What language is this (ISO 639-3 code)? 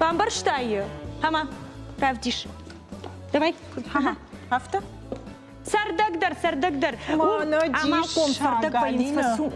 oss